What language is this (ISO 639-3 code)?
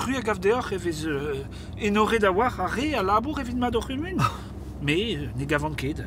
bre